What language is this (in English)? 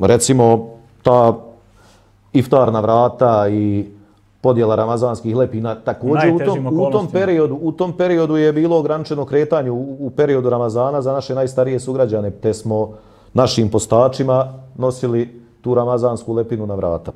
Bosnian